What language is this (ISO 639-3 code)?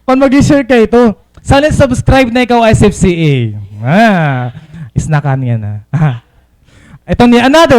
war